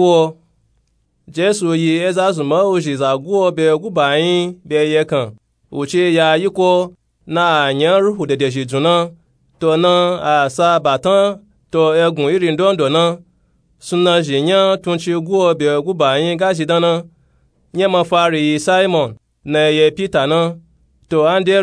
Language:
Nupe-Nupe-Tako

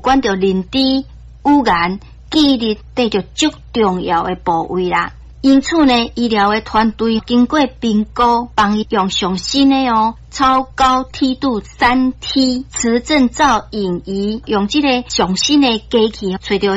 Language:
Min Nan Chinese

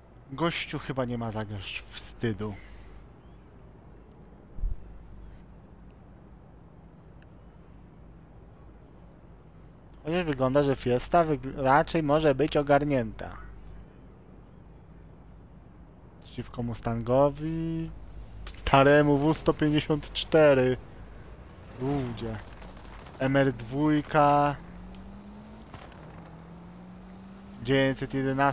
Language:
Polish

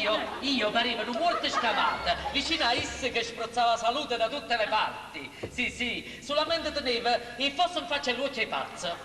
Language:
Neapolitan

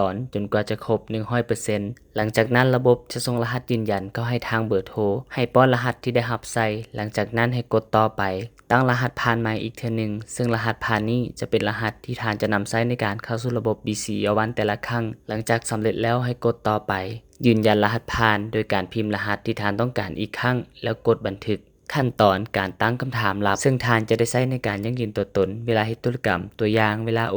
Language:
Lao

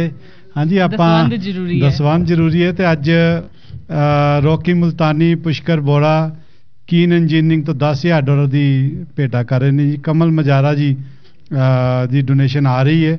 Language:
Punjabi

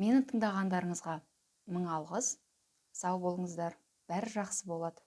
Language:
Kazakh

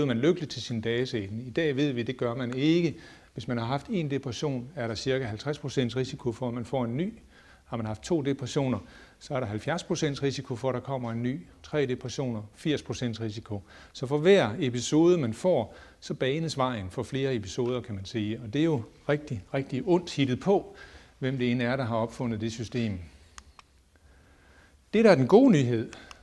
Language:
Danish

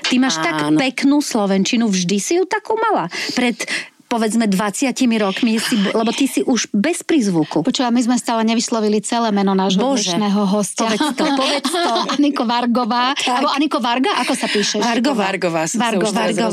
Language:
Slovak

